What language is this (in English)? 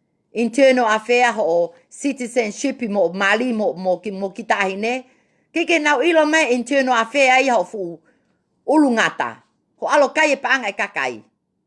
Tongan